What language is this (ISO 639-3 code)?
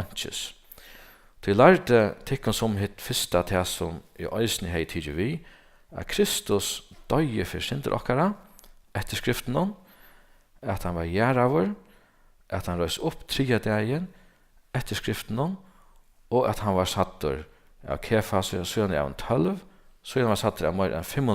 fao